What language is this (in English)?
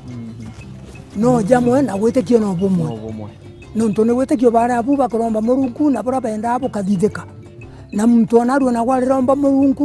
Meru